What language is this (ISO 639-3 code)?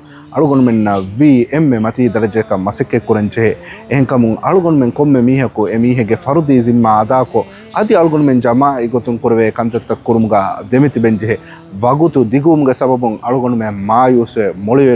div